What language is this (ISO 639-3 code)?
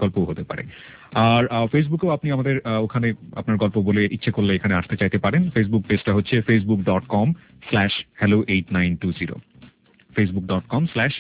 ben